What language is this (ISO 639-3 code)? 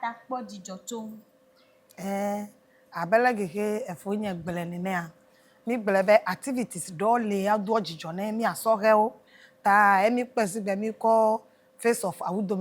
ewe